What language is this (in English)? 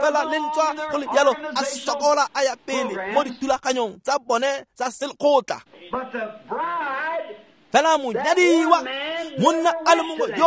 Tswana